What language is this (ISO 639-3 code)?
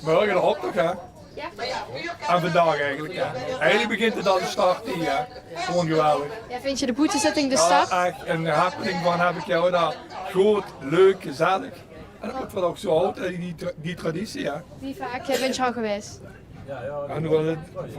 lim